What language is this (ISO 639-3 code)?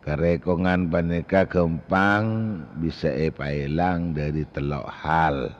mad